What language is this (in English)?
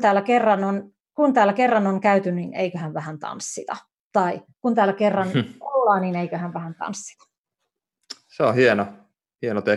Finnish